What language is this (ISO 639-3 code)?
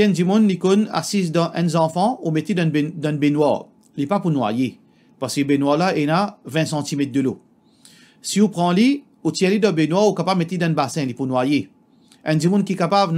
mfe